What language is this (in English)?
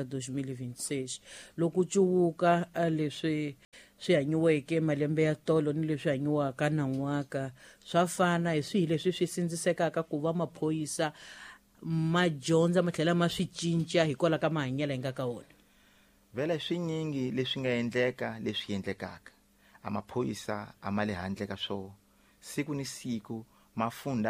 Tsonga